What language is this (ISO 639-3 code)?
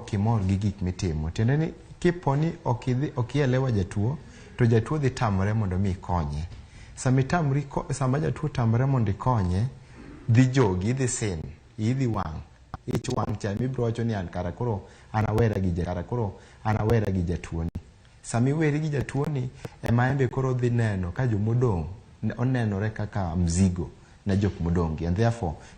luo